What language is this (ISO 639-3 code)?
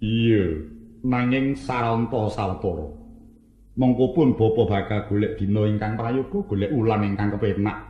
jav